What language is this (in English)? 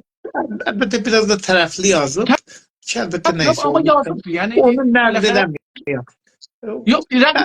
South Azerbaijani